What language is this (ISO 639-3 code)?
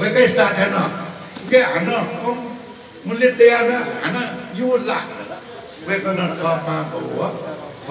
new